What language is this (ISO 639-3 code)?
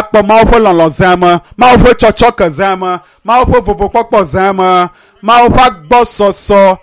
ewe